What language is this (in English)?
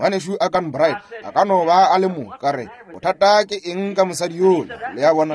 Northern Sotho